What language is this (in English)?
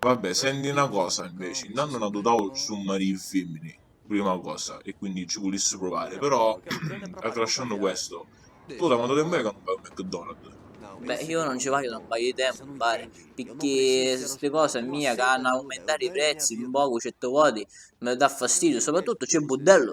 Sicilian